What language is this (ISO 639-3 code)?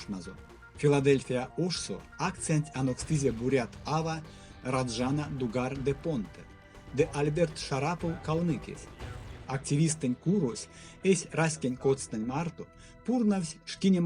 myv